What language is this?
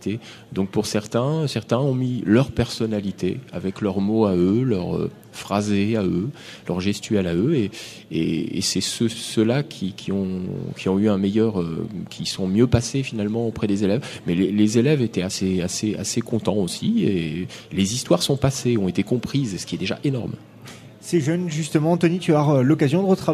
French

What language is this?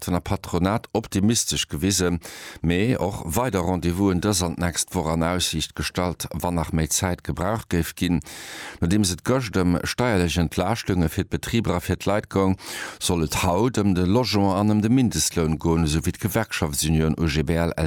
Luxembourgish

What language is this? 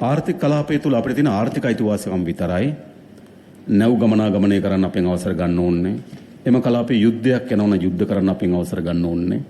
Sinhala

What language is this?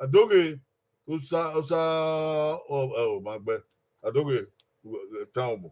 Bini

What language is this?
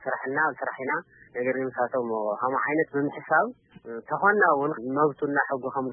Tigrinya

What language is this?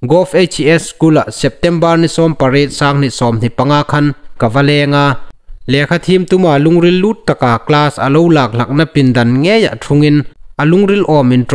Hmar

